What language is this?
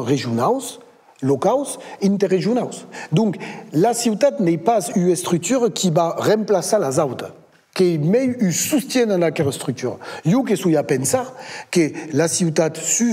Occitan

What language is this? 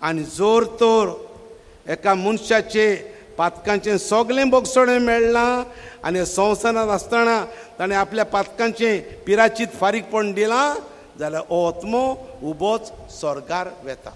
Konkani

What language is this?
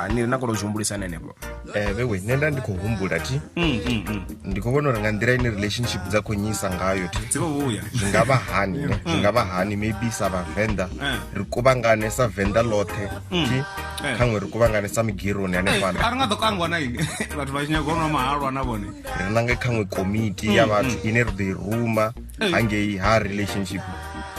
Venda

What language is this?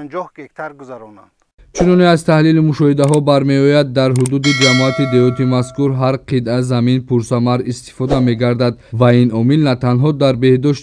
Tajik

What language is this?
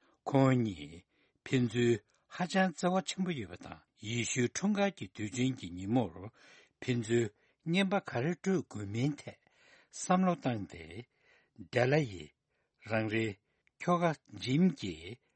Tibetan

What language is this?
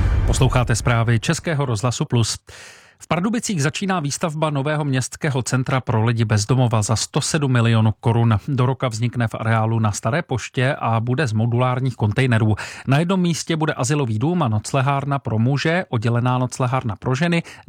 Czech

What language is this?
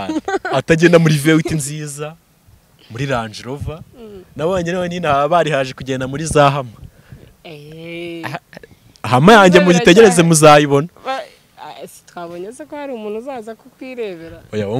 Kinyarwanda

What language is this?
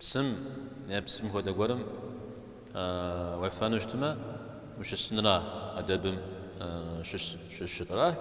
Kabardian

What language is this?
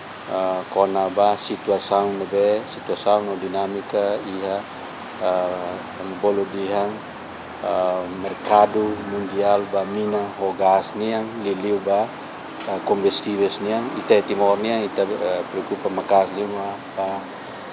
Tetum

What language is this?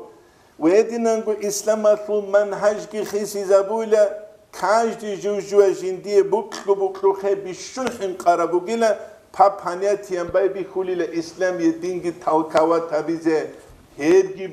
Avaric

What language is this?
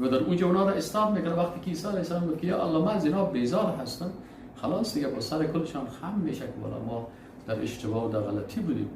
Persian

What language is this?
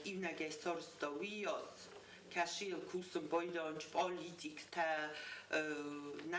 Ossetic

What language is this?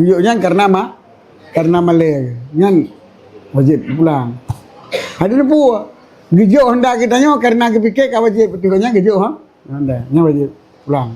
Achinese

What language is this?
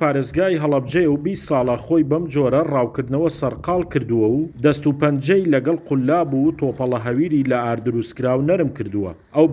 Central Kurdish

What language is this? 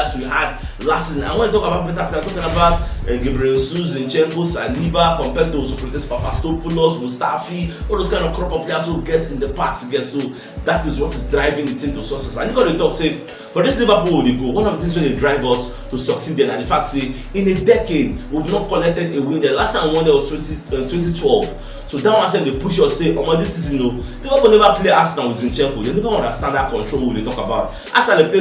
Nigerian Pidgin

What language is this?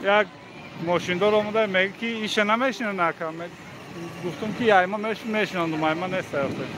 Tajik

